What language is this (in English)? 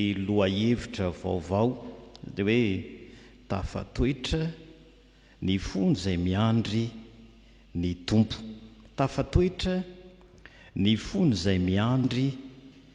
Malagasy